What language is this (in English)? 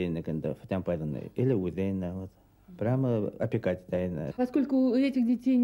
Bashkir